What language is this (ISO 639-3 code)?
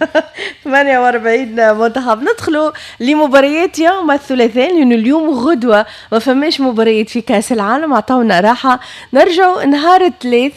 aeb